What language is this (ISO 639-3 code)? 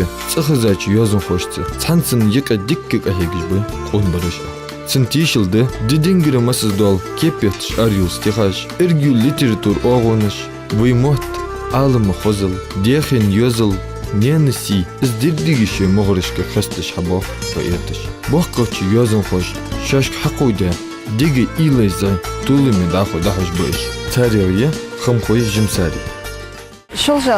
inh